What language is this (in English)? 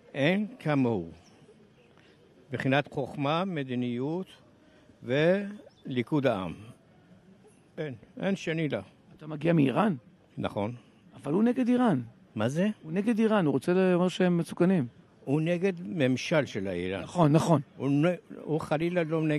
Hebrew